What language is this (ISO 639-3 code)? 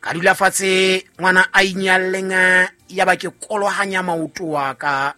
sot